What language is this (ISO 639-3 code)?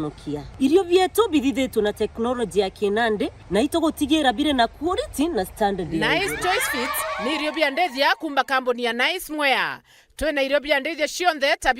mer